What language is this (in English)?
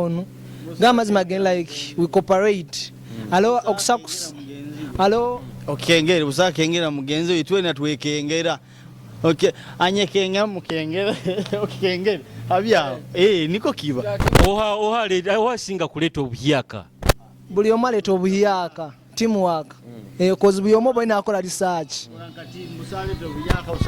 Nyoro